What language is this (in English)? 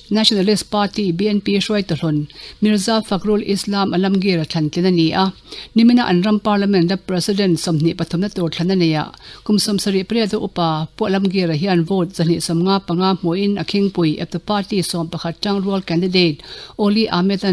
Mizo